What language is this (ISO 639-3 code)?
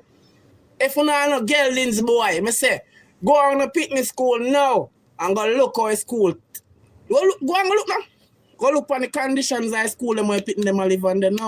jam